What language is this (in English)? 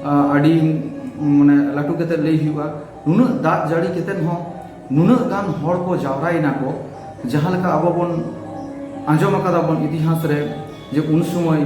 Santali